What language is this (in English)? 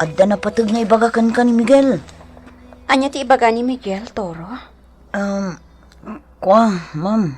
Iloko